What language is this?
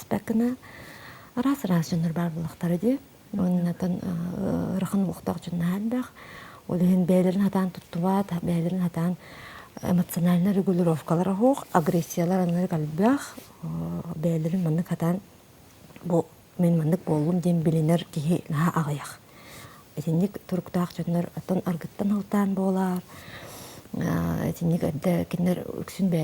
Yakut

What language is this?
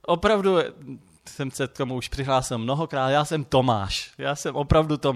Czech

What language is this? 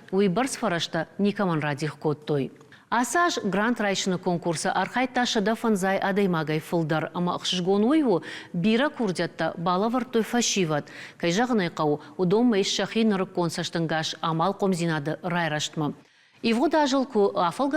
Ossetic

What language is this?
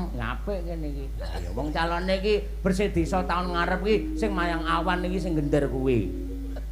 Javanese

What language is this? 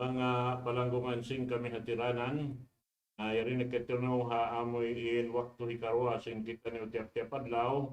Tausug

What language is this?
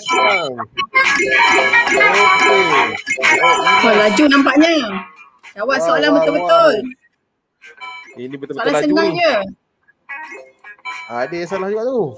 Malay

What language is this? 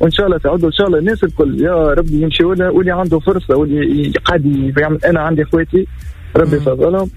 Tunisian Arabic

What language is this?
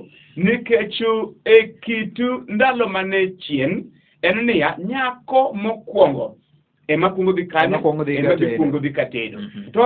Luo (Kenya and Tanzania)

